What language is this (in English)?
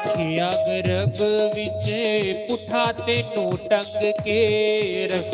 Dogri